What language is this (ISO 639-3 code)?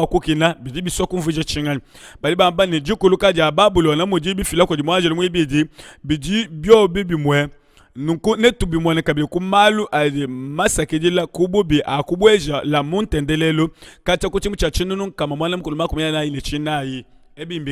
lua